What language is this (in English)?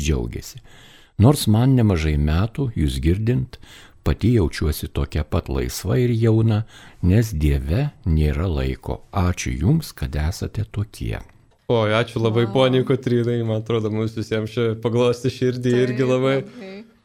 Lithuanian